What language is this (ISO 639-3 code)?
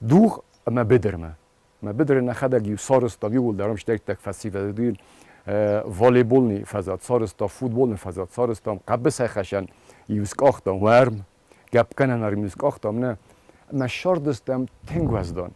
oss